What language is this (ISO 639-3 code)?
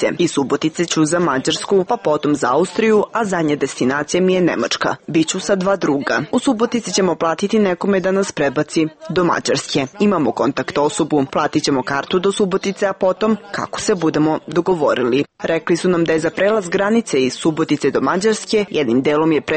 srp